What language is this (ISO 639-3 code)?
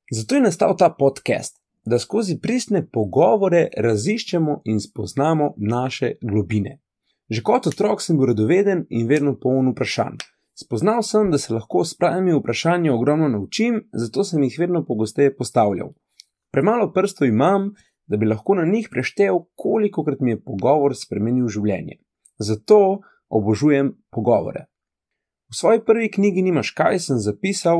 slv